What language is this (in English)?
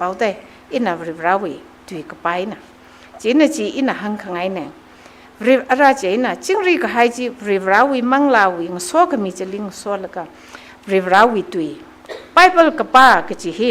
Tangkhul Naga (India)